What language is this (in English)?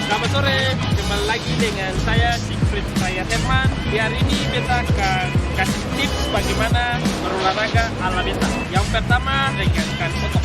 Ambonese Malay